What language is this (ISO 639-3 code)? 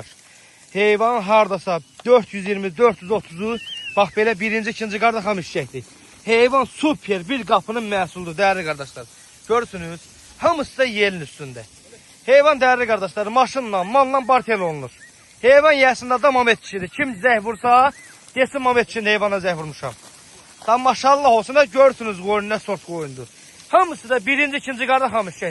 aze